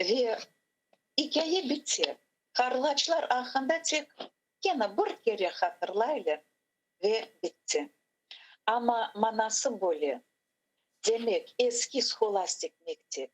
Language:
Crimean Tatar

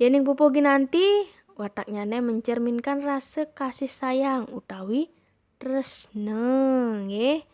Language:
Balinese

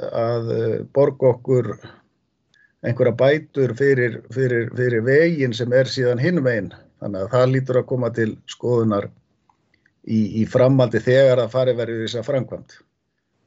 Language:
Icelandic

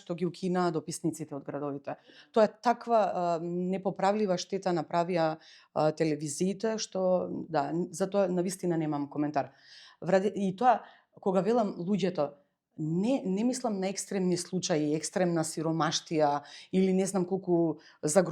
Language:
Macedonian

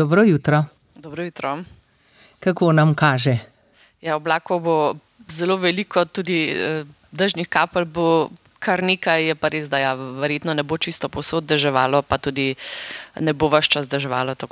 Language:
Slovenian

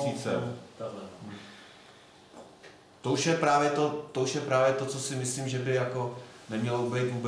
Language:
Czech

